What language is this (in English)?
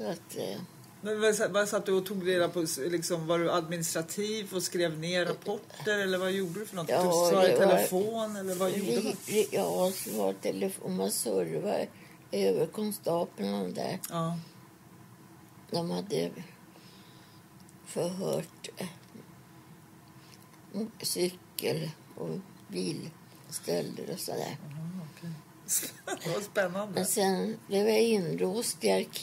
Swedish